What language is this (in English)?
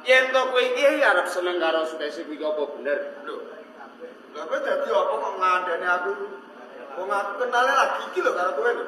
Javanese